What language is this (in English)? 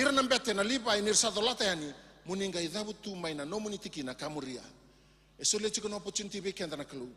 Fijian